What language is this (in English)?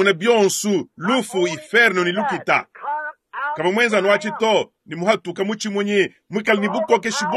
Luba-Lulua